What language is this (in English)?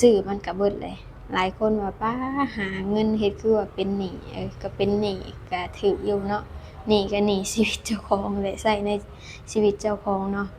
Lao